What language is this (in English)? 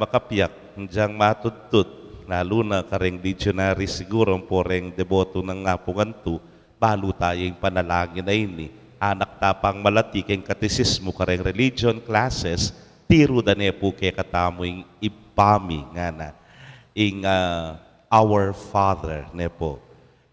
Pampanga